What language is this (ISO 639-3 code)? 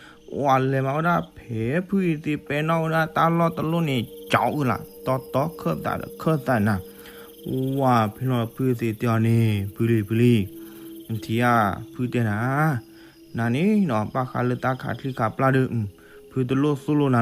ksw